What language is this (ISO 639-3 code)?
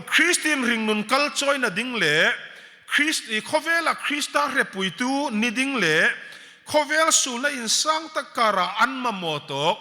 hmr